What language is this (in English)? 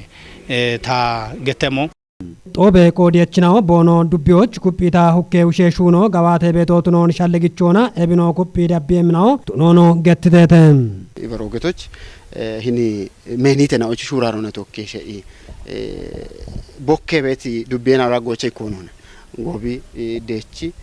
Kafa